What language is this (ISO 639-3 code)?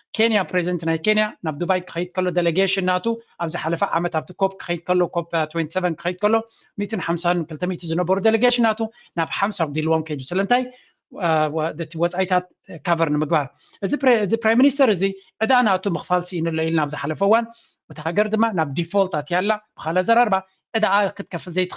tir